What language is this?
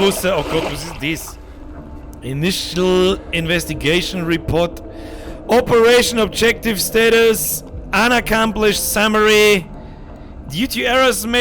Bavarian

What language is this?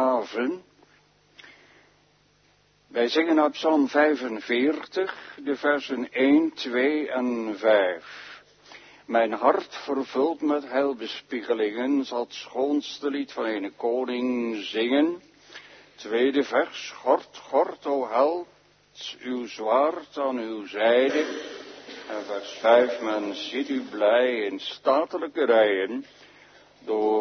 Dutch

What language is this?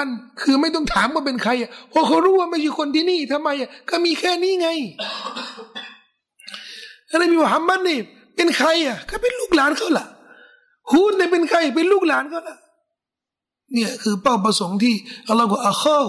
Thai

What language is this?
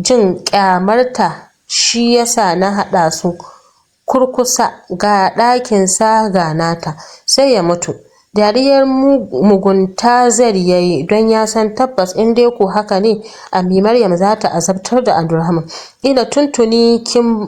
Hausa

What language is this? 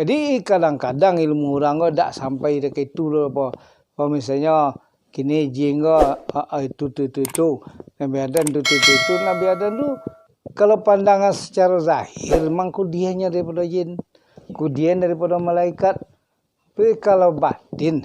Minangkabau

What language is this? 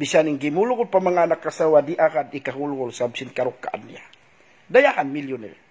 Tausug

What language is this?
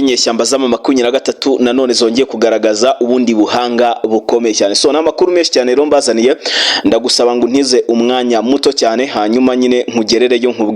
Kinyarwanda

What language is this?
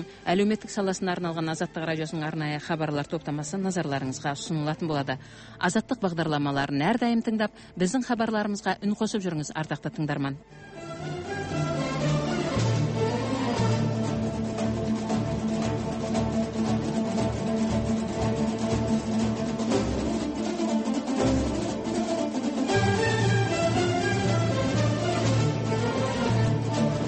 Kazakh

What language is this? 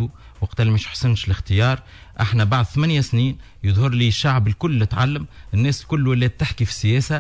Tunisian Arabic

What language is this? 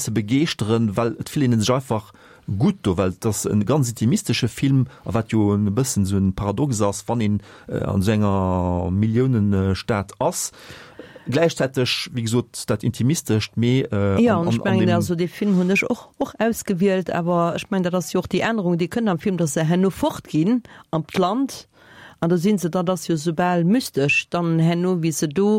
Luxembourgish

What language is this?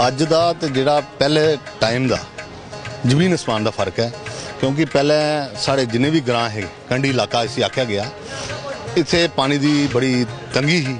Dogri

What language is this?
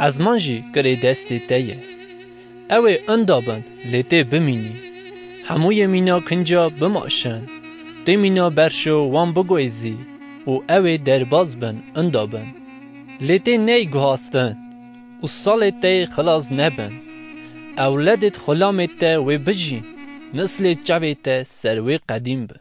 Kurdish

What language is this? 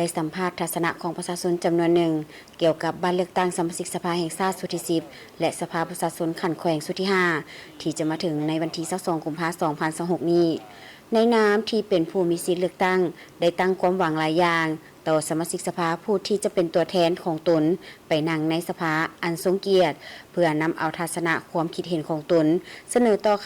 Lao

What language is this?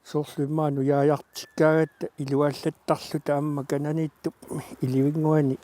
Kalaallisut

